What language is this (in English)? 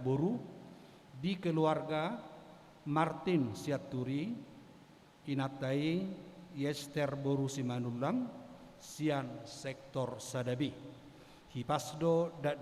Batak Toba